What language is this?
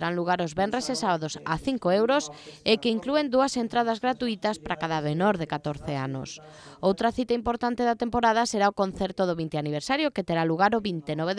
Galician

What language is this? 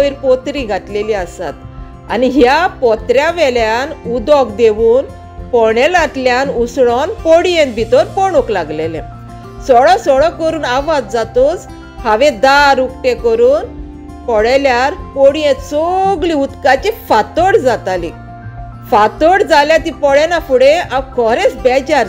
Konkani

